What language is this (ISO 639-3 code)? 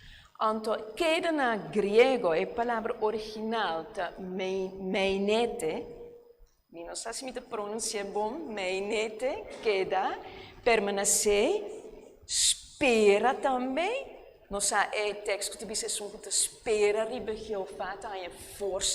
pap